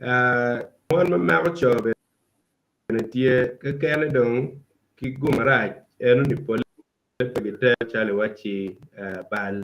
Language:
Acoli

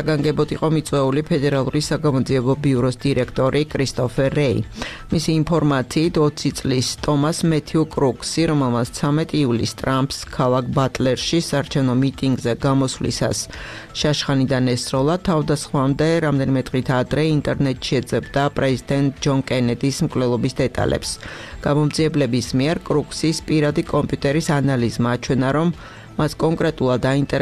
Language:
Georgian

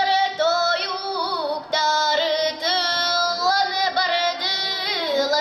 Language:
Yakut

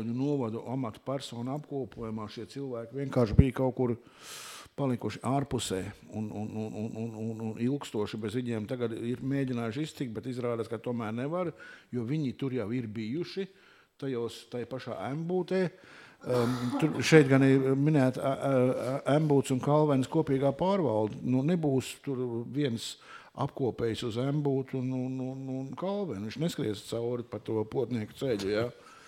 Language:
Latvian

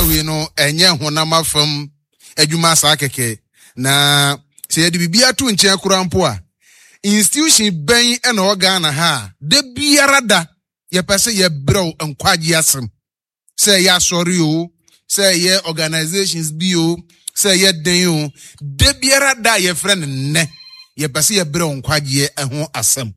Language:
Akan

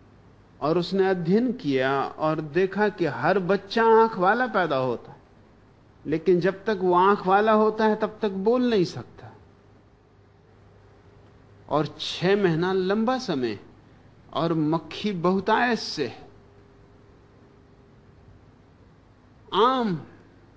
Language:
Hindi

